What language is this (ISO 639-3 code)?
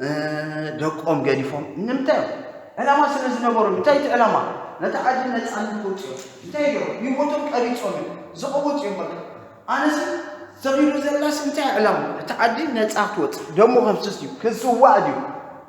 tir